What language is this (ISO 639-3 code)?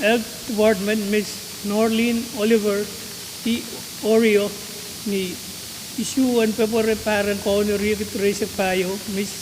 pon